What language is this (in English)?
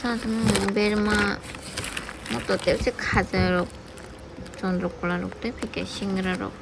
Kok Borok